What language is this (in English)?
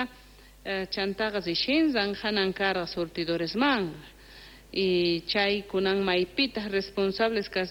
Quechua